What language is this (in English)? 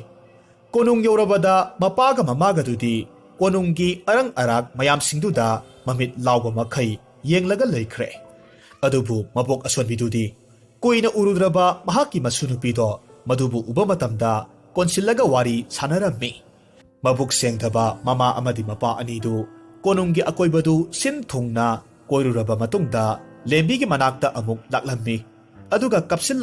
Manipuri